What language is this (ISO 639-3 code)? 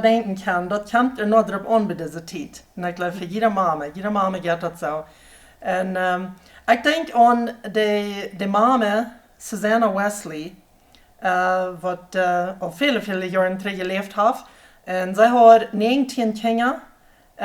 pdt